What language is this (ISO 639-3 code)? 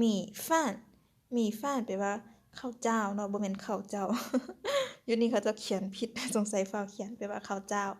lao